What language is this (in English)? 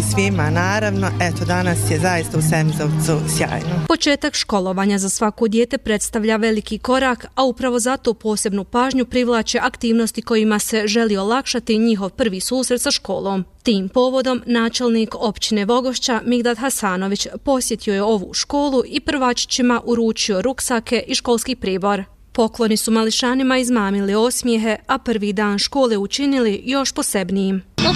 Bosnian